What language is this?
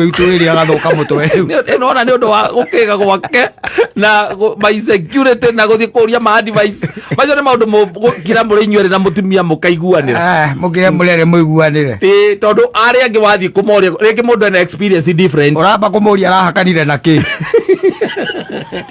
Kikuyu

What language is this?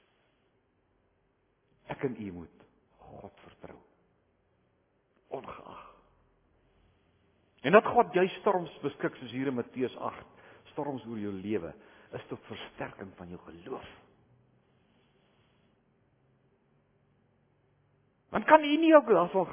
Afrikaans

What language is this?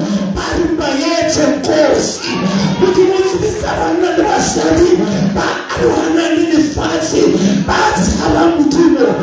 Southern Sotho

